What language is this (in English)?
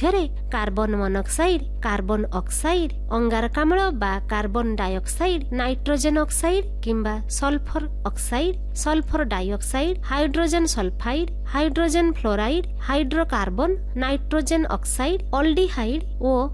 Odia